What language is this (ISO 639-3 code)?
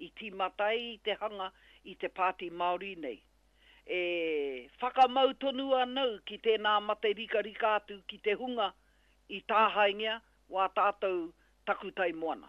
mri